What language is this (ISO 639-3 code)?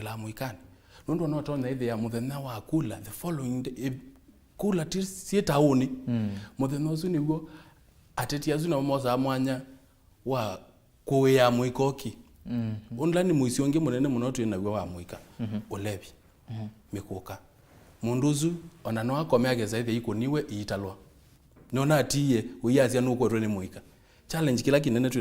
kam